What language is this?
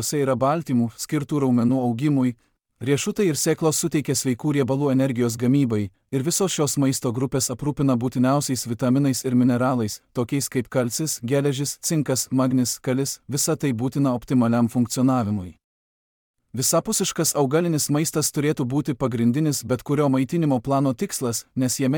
Lithuanian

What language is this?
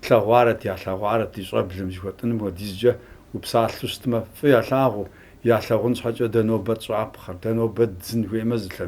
Kabardian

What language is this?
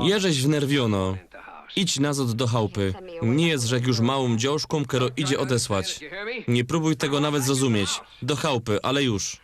Silesian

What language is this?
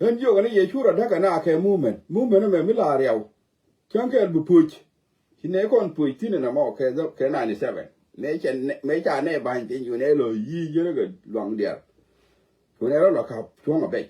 Nuer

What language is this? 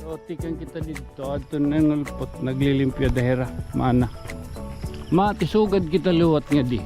Waray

